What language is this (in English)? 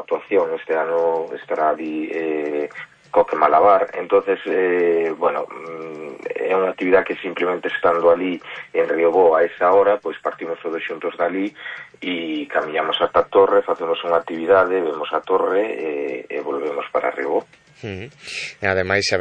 Galician